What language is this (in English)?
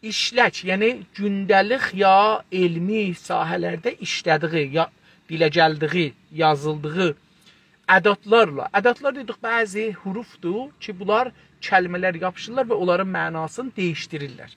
South Azerbaijani